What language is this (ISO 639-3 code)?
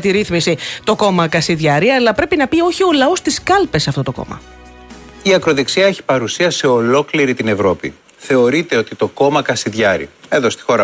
ell